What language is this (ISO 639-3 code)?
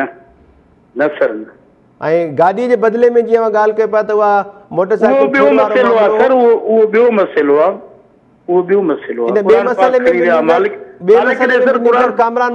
snd